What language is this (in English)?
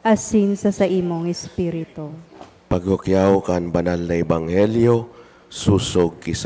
Bikol